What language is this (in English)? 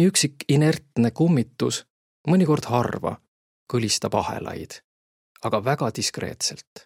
Estonian